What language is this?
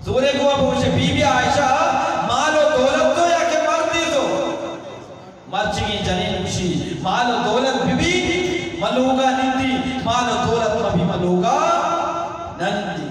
Eastern Balochi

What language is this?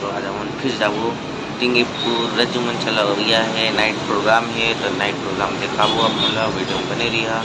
Chhattisgarhi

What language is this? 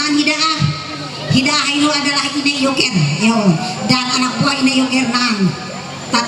Ma'anyan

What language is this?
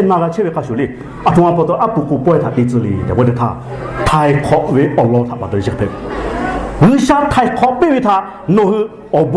Lahu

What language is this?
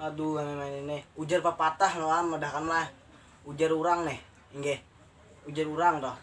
Banjar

